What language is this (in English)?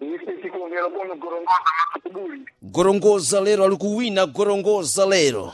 Sena